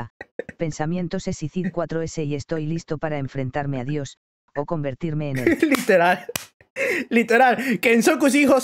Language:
Spanish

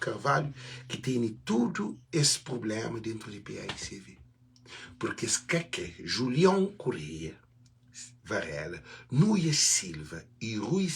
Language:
Kabuverdianu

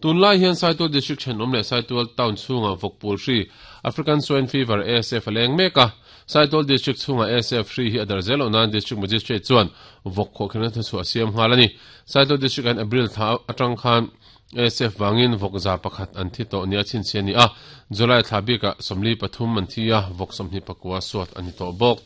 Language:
Mizo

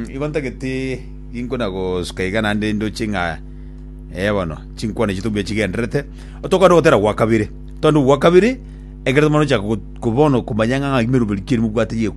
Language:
Gusii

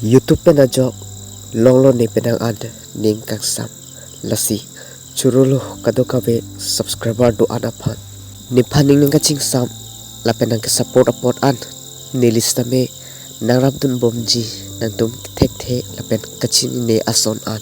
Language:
Karbi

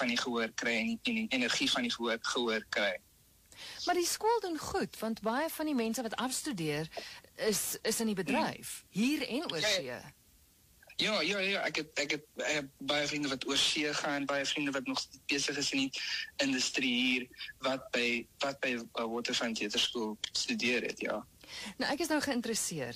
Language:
Afrikaans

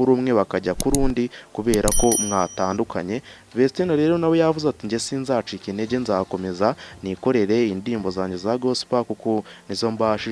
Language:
Kinyarwanda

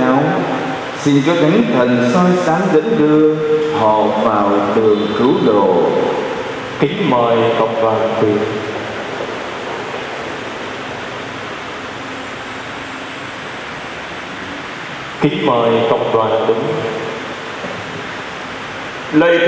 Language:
Vietnamese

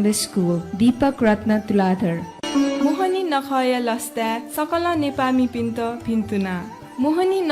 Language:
Newari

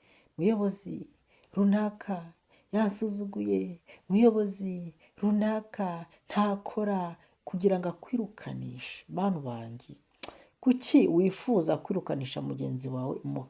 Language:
Kinyarwanda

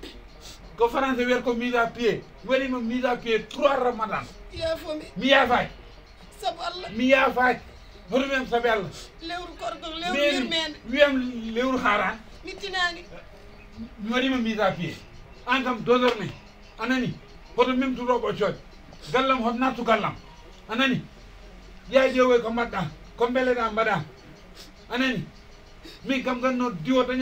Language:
Fula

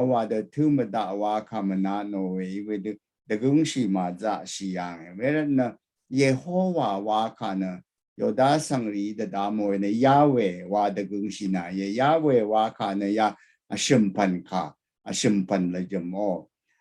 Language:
Rawang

